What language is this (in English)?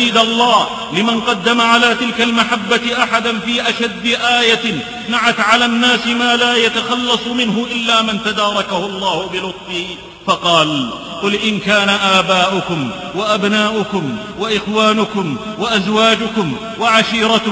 Arabic